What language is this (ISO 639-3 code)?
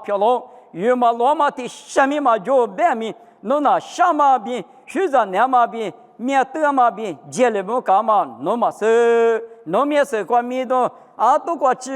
lis